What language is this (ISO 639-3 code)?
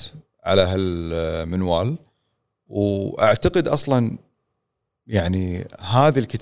afb